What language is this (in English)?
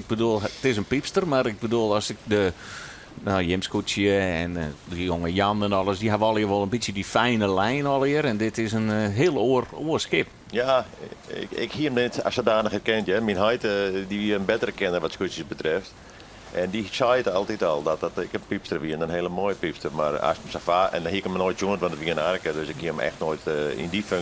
Western Frisian